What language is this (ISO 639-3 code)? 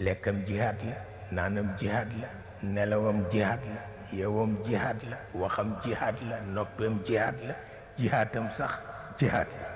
wol